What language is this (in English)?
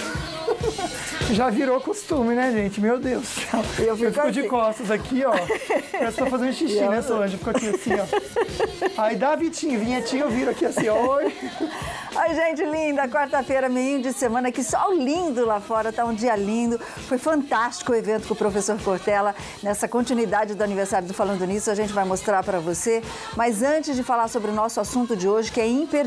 Portuguese